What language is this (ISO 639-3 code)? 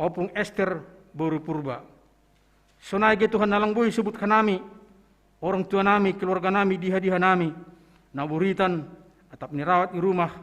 bts